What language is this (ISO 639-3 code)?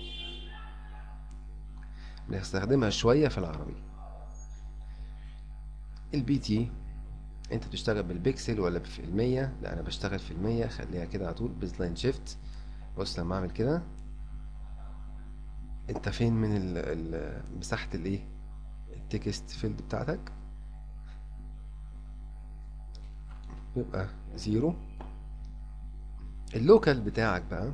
arz